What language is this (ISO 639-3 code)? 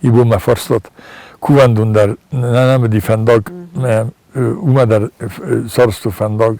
oss